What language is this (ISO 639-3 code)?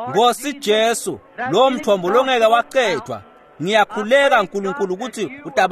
ssw